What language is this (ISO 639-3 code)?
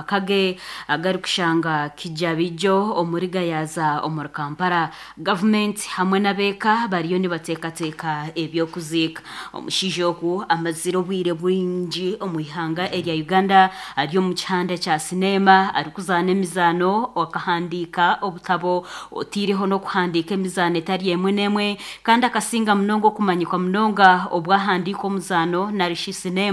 nyn